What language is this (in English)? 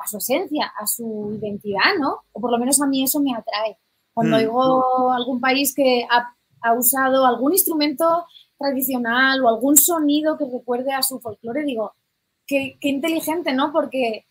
Spanish